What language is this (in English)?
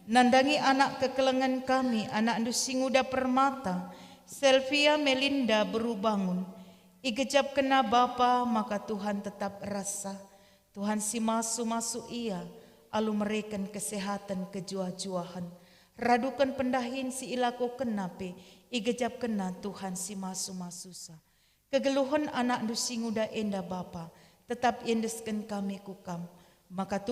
Batak Karo